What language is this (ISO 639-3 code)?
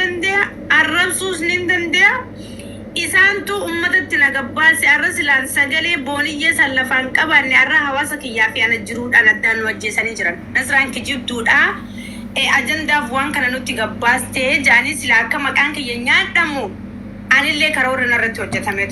orm